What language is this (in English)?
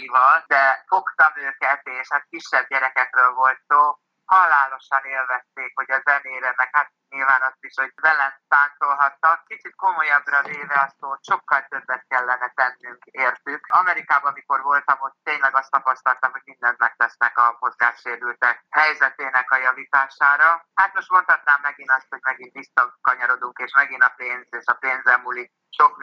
Hungarian